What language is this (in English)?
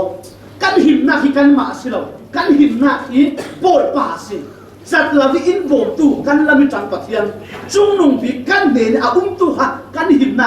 Falam Chin